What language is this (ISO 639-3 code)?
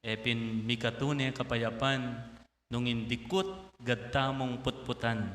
pam